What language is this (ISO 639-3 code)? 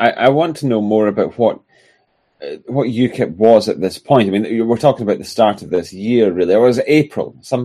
eng